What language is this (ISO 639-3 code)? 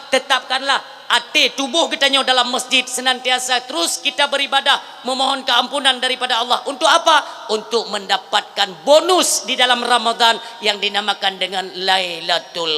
ace